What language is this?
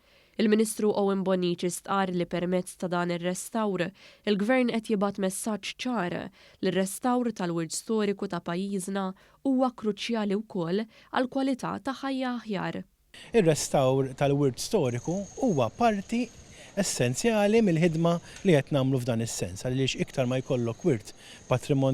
Maltese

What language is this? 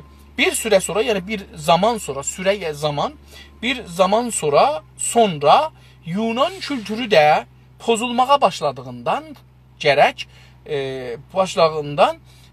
South Azerbaijani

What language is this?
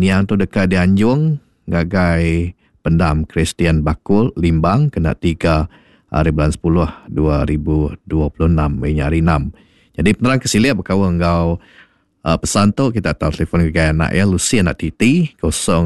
Iban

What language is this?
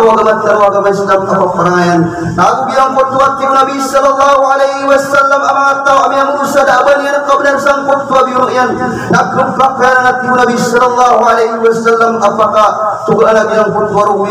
Maranao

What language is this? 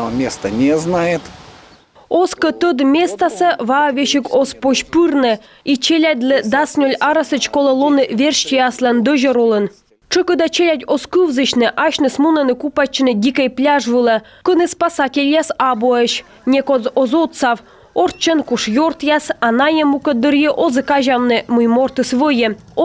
Komi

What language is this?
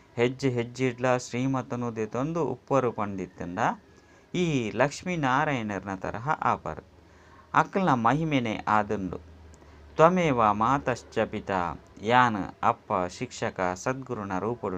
Tulu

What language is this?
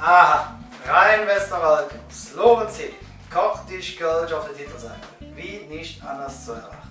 Colognian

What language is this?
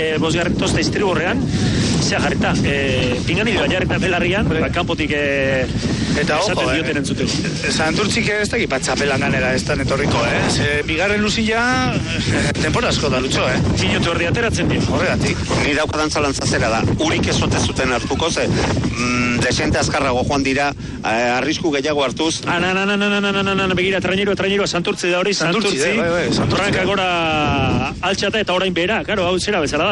Basque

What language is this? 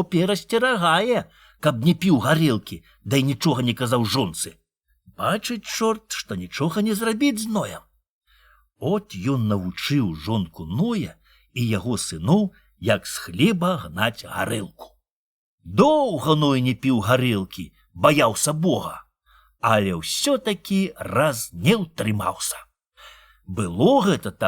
Belarusian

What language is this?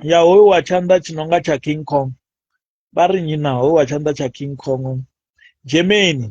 Venda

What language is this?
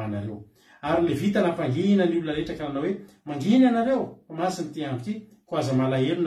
Malagasy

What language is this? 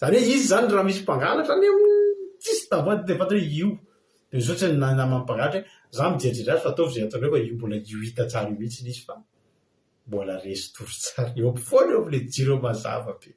Malagasy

